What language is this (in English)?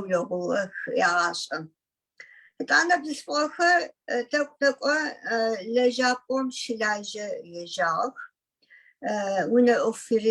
Adyghe